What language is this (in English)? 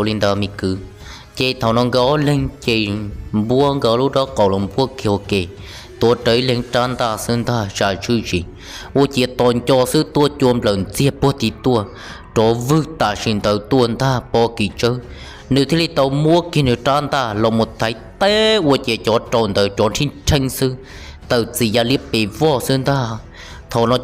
Hmong